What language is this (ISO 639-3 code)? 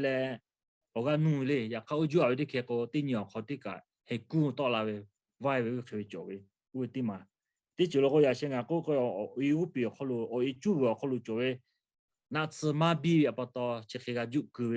lhu